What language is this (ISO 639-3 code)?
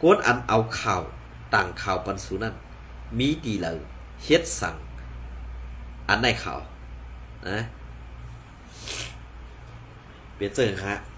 shn